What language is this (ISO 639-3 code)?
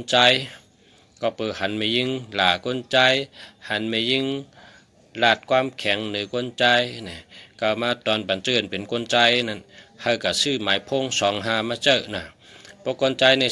shn